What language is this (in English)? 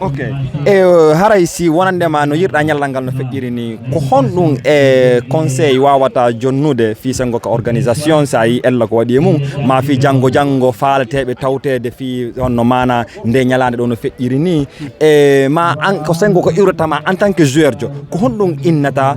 Fula